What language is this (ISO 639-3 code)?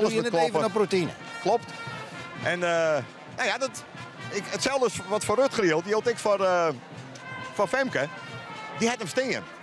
fry